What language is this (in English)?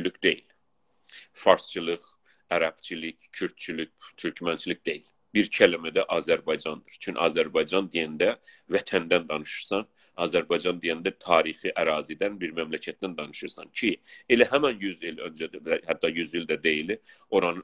South Azerbaijani